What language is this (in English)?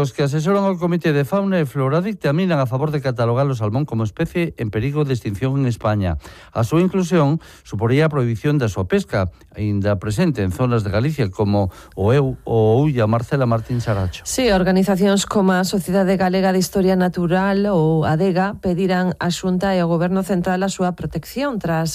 Galician